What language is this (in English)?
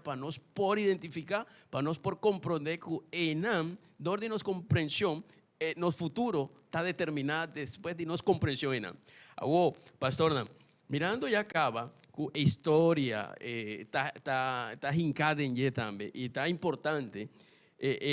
Papiamento